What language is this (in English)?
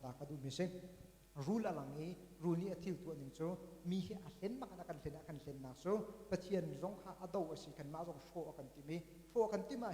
Hakha Chin